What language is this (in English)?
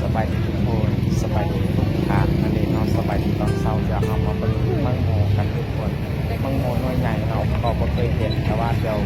Lao